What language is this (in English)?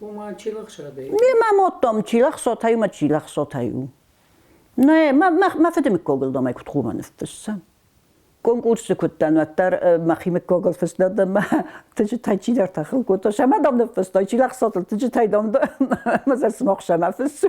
Ossetic